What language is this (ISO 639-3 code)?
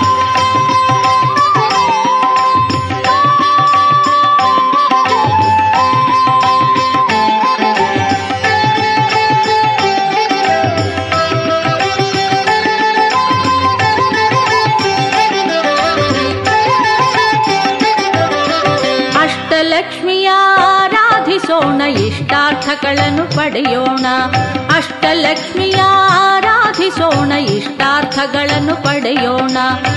kan